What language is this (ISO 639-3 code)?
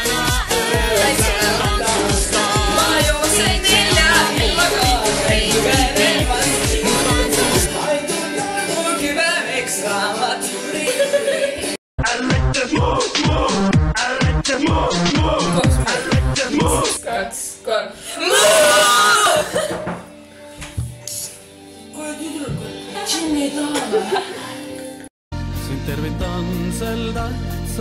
est